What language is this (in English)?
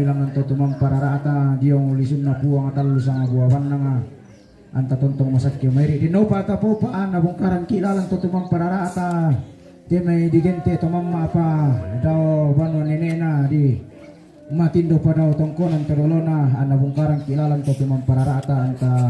Toraja-Sa'dan